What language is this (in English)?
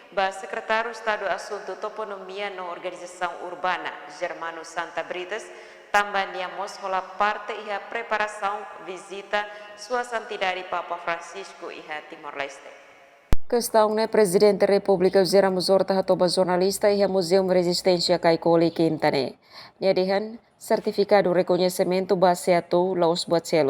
Tetum